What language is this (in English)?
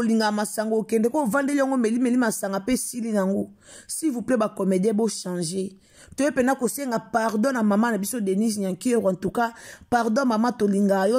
Lingala